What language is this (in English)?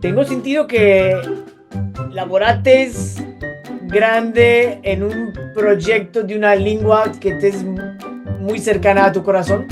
Ladino